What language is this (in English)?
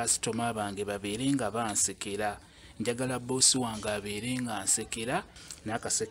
Ganda